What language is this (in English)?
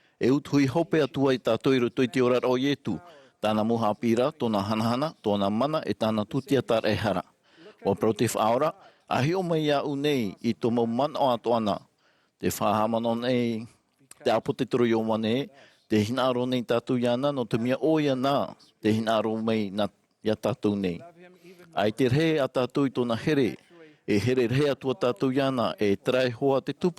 Tahitian